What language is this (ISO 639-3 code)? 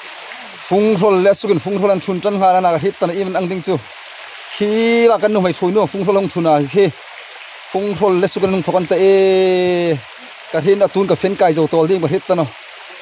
hmr